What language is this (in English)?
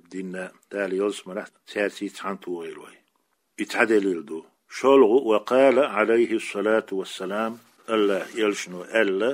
Chechen